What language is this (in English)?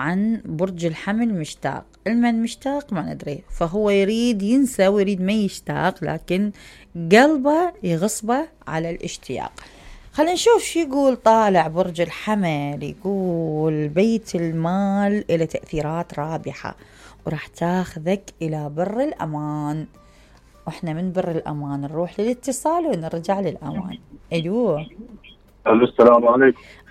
Mesopotamian Arabic